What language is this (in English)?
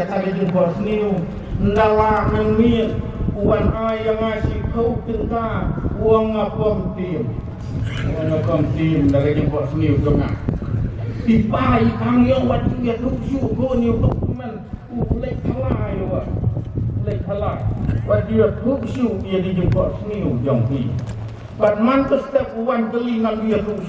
Khasi